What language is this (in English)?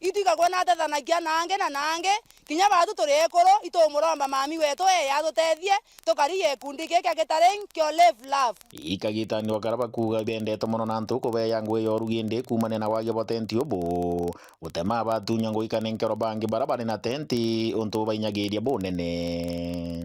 Meru